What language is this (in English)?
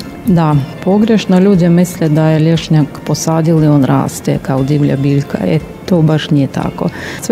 Croatian